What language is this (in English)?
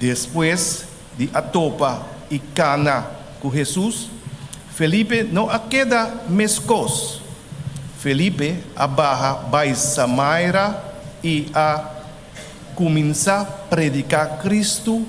Papiamento